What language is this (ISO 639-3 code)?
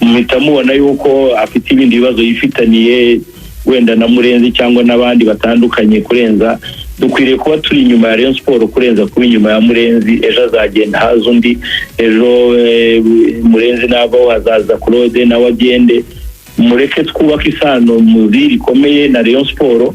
kin